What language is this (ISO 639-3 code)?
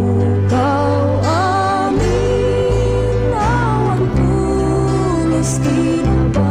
ilo